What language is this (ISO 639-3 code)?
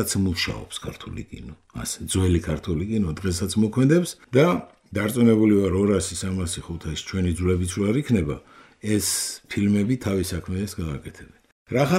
kat